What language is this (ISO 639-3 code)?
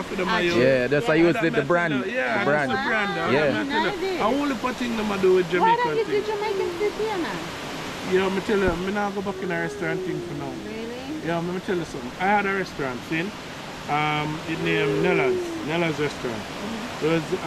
jam